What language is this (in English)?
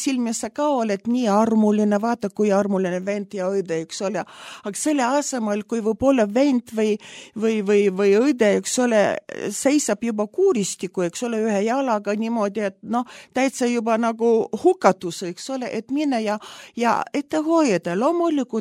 Estonian